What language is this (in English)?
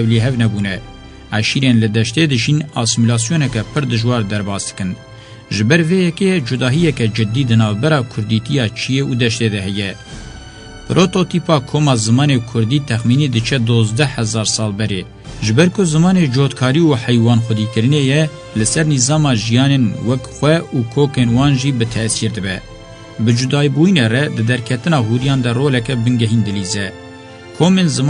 Kurdish